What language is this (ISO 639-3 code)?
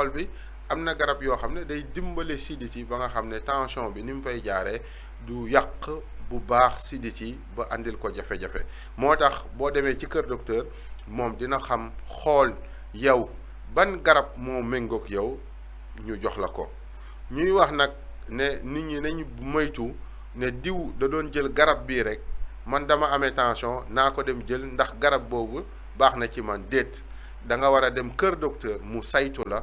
wol